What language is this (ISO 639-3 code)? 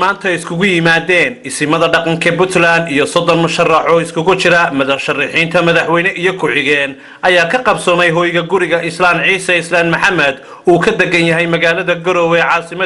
som